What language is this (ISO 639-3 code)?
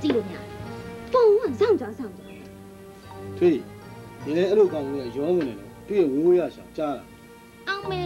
mya